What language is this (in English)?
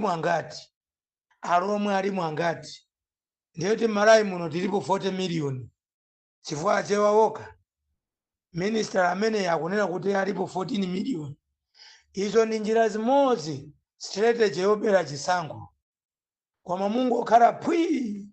Nyanja